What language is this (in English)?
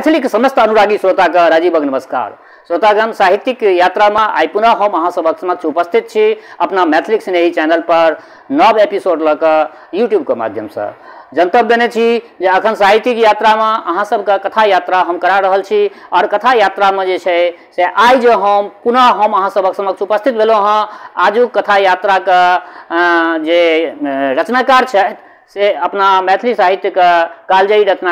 Maithili